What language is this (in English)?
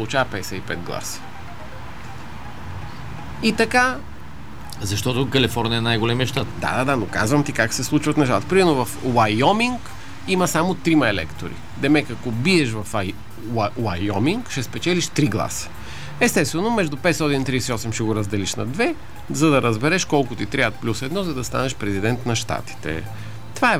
Bulgarian